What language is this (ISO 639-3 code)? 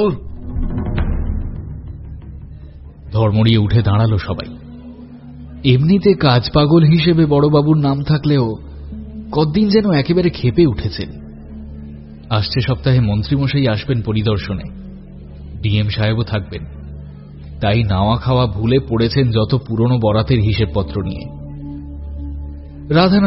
ben